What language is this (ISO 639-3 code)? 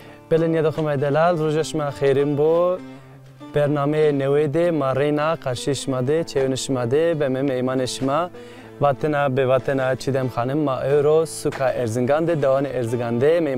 zza